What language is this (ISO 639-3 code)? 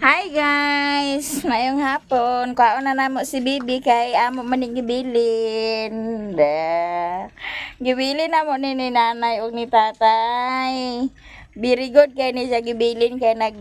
ceb